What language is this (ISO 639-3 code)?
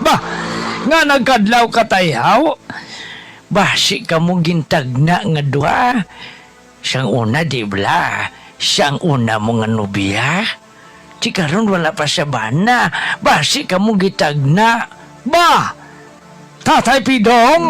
hil